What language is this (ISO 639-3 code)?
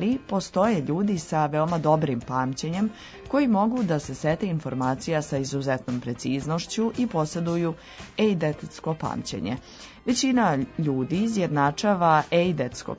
srp